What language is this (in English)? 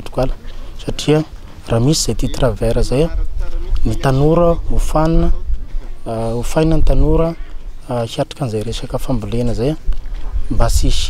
Malagasy